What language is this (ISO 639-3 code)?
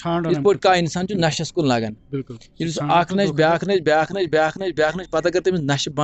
kas